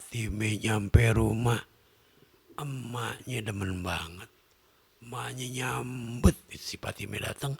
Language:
Betawi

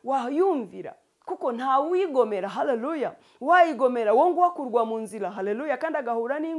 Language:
Kinyarwanda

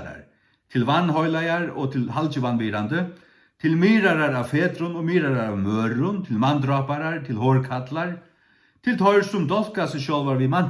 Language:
Faroese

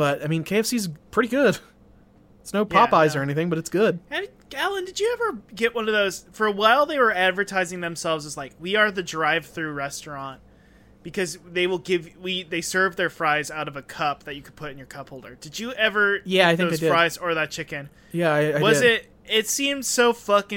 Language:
English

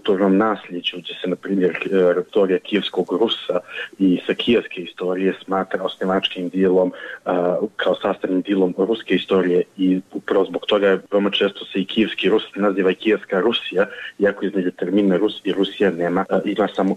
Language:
Serbian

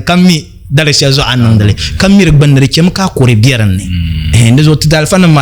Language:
Dagbani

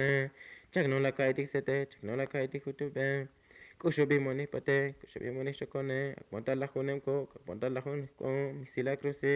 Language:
Tzotzil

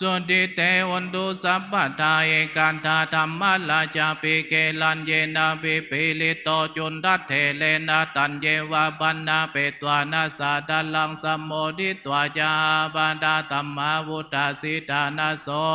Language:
Pali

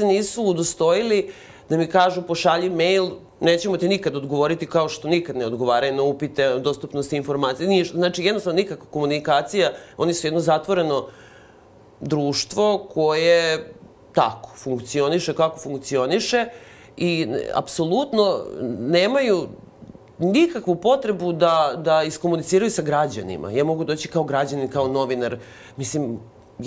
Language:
Serbian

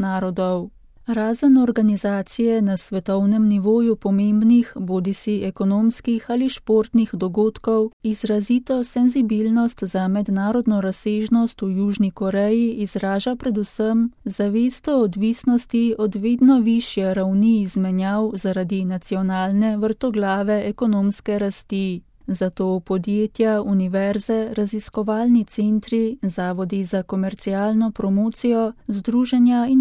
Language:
Slovenian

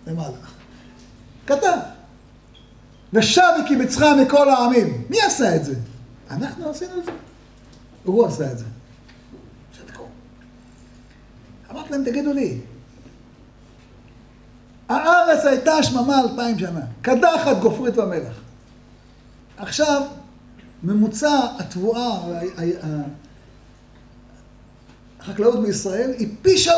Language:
Hebrew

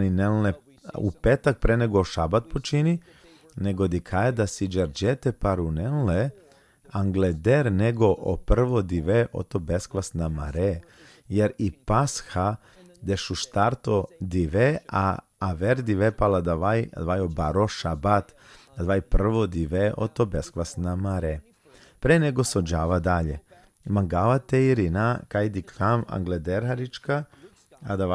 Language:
Balkan Romani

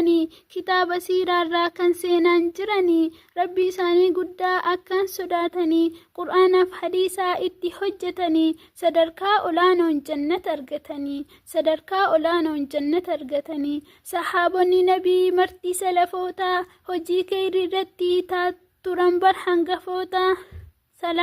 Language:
Oromo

